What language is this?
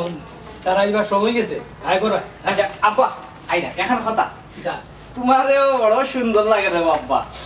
Sylheti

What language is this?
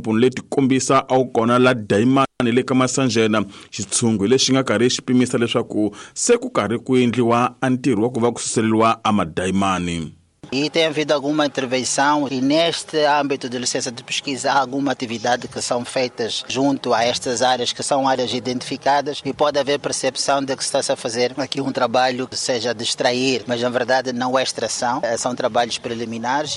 Tsonga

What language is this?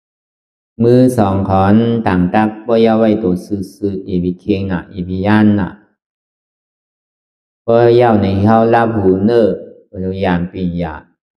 Shan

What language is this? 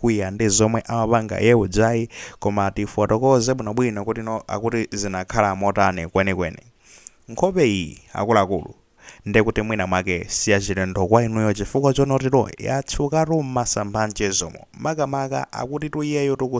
Nyanja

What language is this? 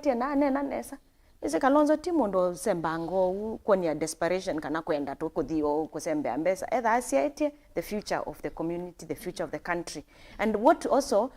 Kamba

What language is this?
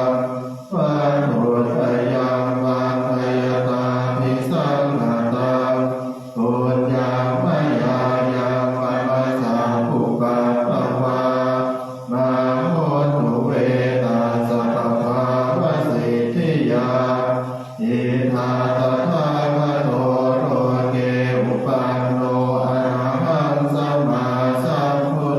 Pali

